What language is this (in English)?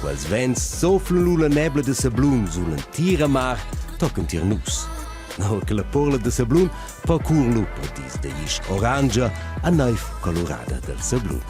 Romansh